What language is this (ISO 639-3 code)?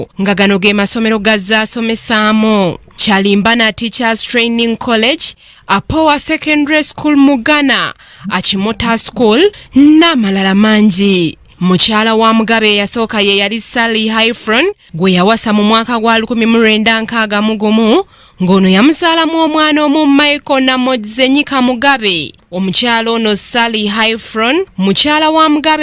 lug